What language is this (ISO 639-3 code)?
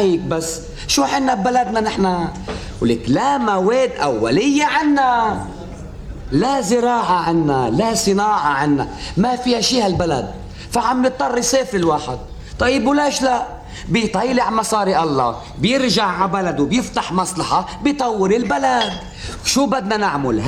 apc